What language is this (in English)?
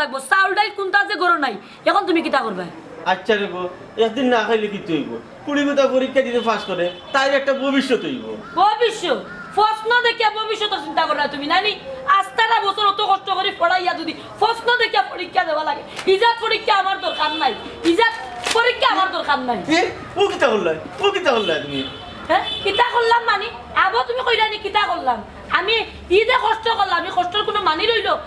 Sylheti